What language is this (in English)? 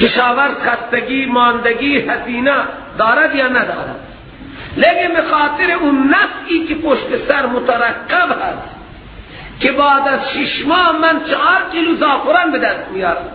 Persian